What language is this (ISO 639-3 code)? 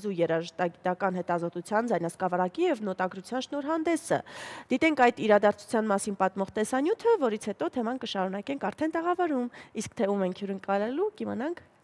hye